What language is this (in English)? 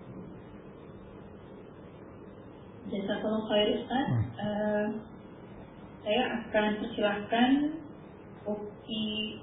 Indonesian